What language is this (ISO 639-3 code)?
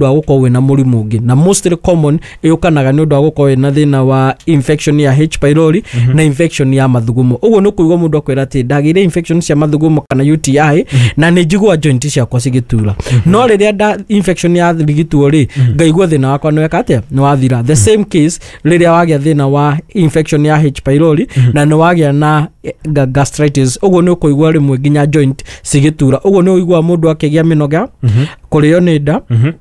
kik